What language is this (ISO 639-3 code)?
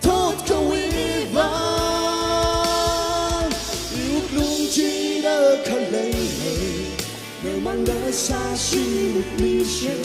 nmf